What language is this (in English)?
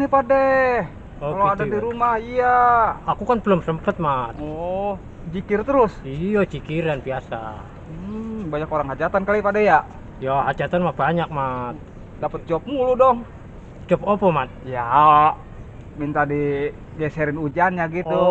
Betawi